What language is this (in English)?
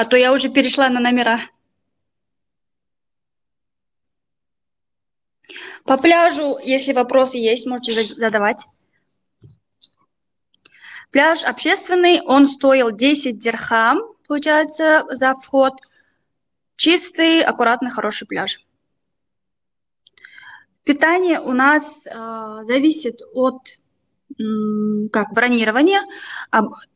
Russian